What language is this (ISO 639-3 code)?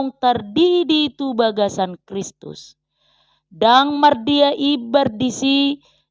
bbc